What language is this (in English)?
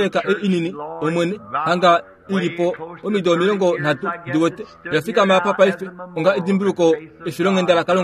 Kuanyama